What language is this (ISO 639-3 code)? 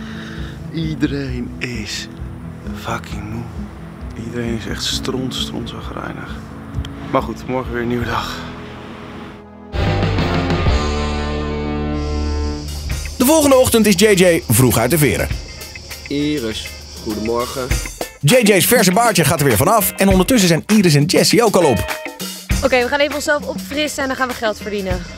nld